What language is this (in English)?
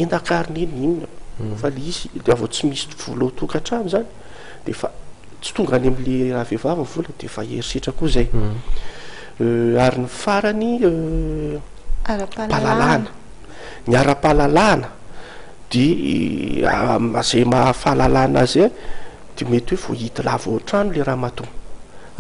Malagasy